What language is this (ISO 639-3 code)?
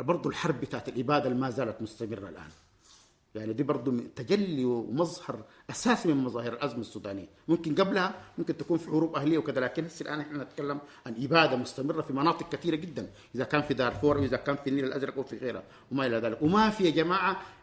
apd